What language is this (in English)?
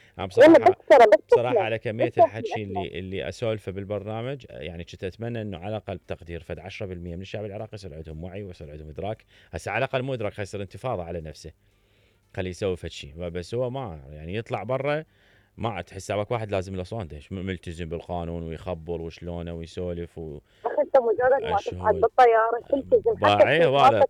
Mesopotamian Arabic